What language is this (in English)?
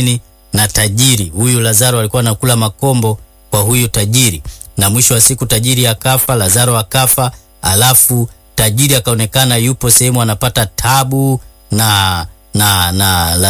Swahili